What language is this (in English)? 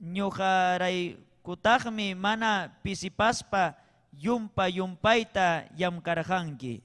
Ayacucho Quechua